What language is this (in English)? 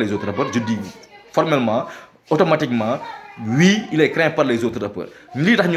Wolof